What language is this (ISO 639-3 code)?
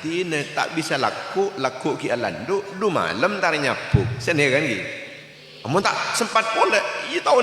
mad